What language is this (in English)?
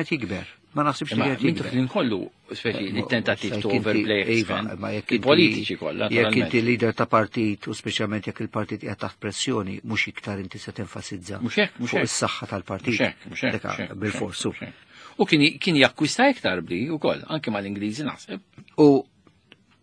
Maltese